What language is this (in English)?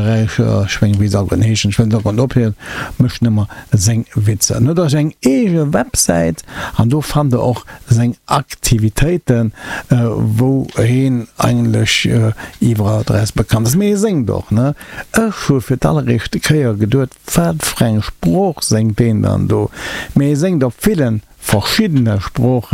Luxembourgish